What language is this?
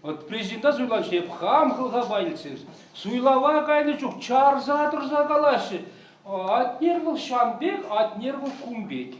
Chuvash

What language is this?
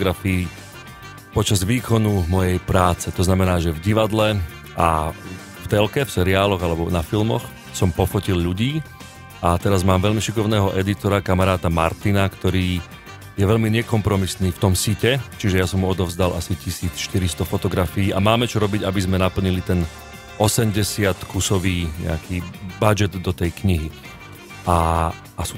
Slovak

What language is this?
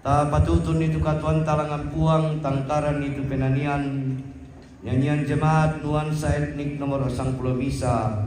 Toraja-Sa'dan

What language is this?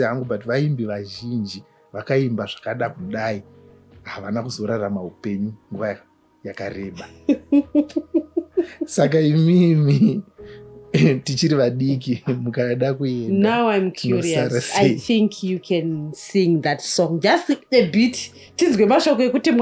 Shona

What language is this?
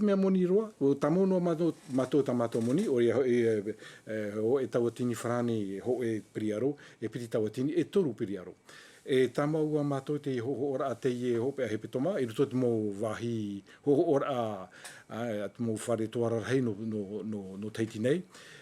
Tahitian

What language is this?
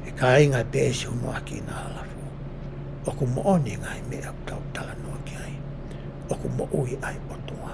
Tongan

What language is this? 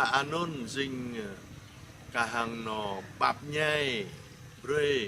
Jarai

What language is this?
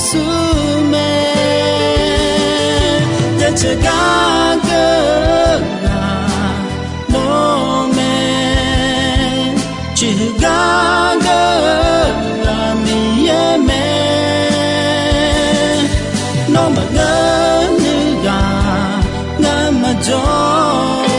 Akha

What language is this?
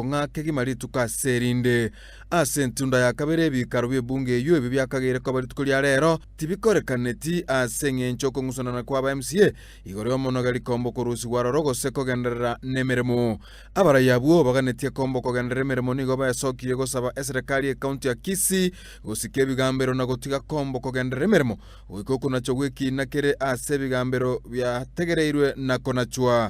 Gusii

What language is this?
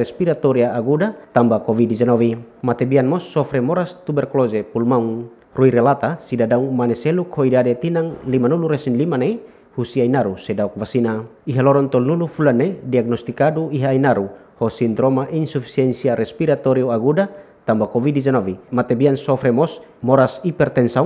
Tetum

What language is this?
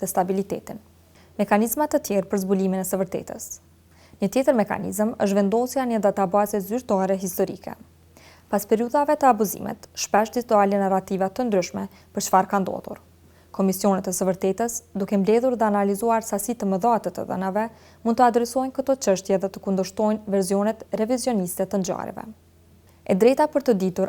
Albanian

